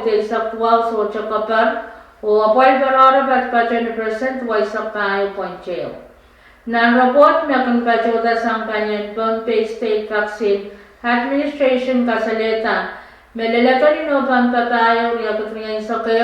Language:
Pohnpeian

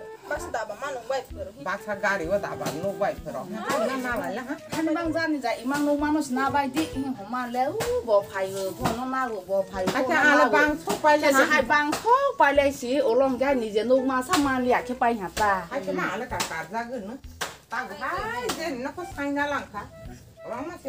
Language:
Kok Borok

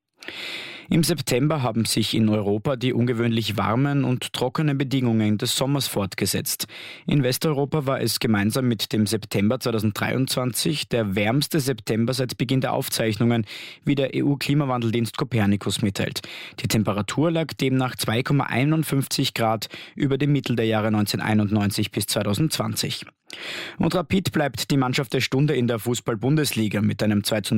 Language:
German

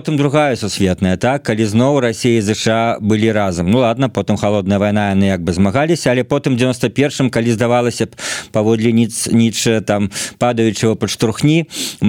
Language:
Belarusian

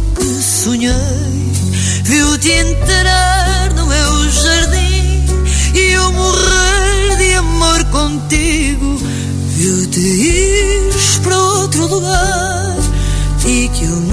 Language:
Portuguese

